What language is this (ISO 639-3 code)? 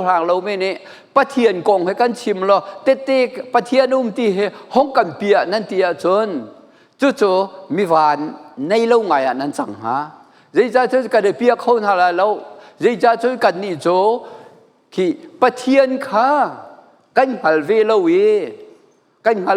cnh